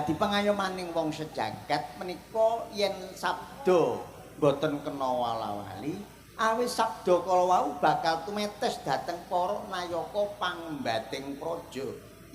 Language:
Javanese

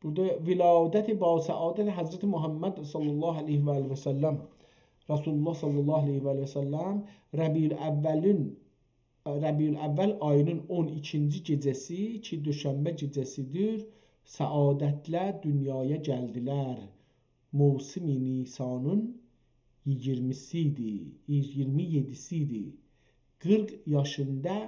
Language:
South Azerbaijani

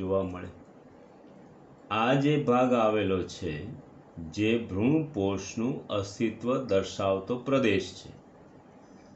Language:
Gujarati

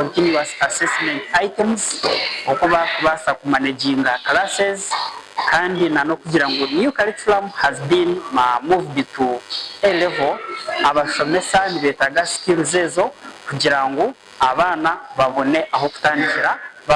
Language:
Nyankole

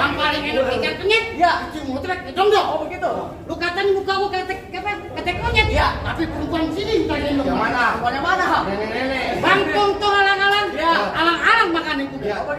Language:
Betawi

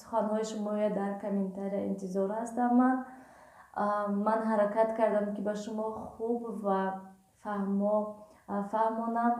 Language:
Tajik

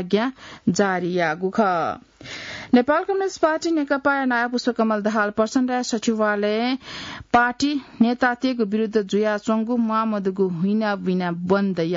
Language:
Newari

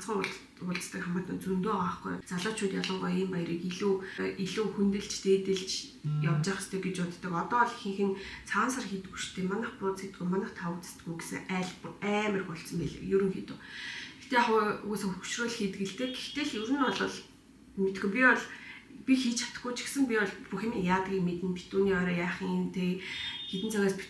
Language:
Mongolian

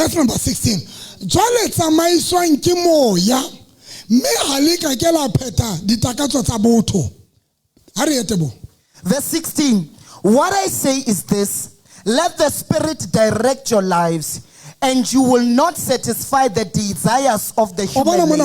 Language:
Southern Sotho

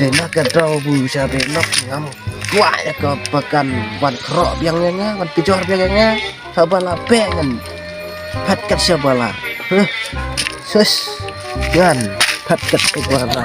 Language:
Khasi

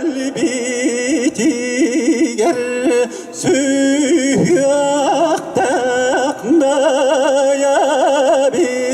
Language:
Yakut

